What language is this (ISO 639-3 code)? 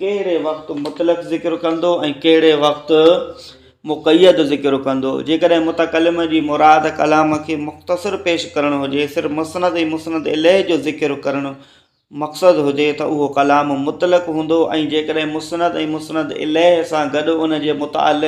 snd